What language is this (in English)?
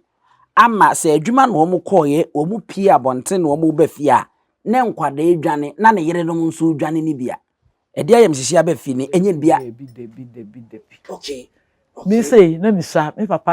Akan